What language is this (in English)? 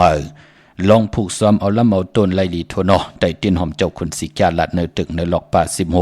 Shan